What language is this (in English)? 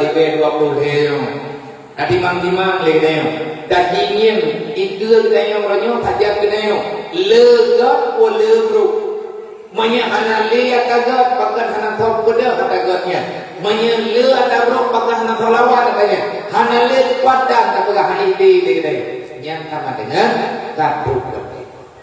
Achinese